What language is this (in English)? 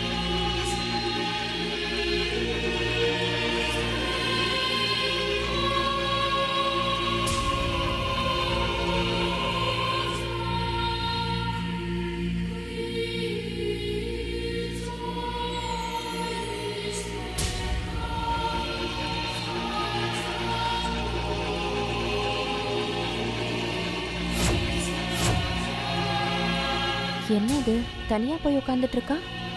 Tamil